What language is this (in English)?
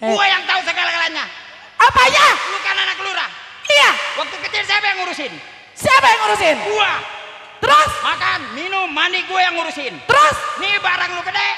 Betawi